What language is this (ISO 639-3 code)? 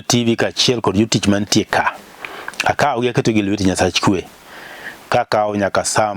luo